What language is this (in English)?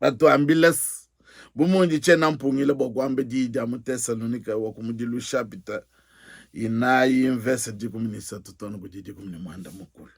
Luba-Lulua